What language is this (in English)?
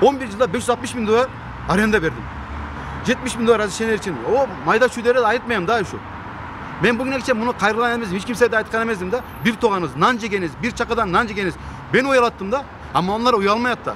Kyrgyz